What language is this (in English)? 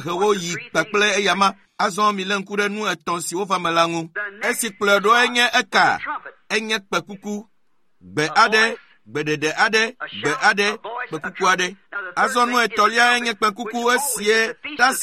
Ewe